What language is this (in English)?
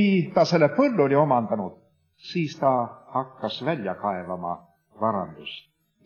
Estonian